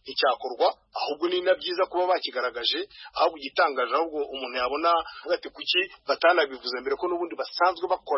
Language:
Kinyarwanda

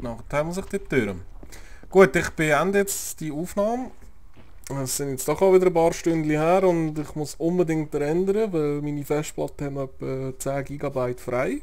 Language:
Swiss German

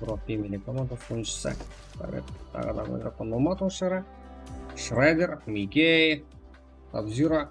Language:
Kara-Kalpak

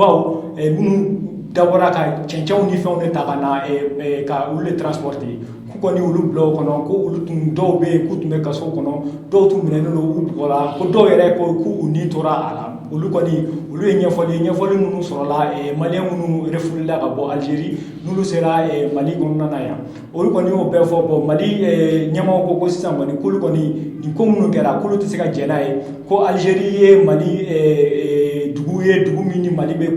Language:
Bambara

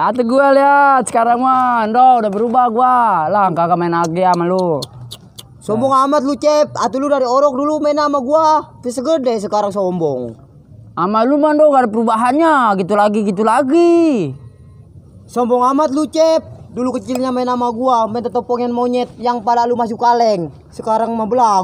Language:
Betawi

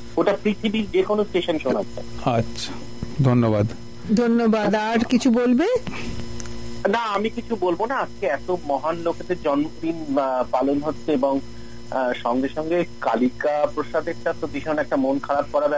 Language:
Bangla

